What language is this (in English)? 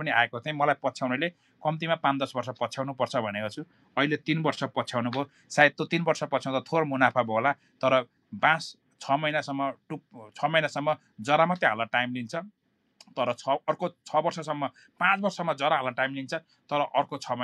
Nepali